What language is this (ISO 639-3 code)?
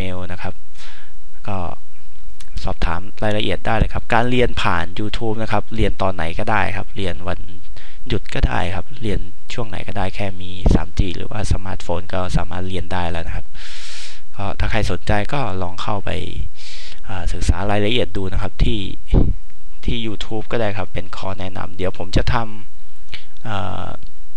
tha